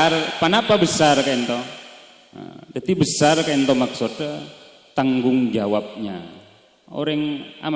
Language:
Madurese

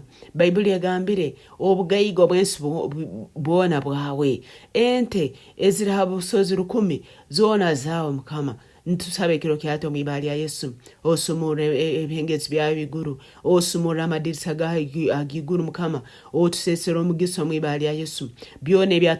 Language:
Nyankole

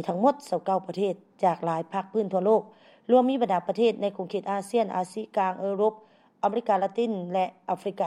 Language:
Lao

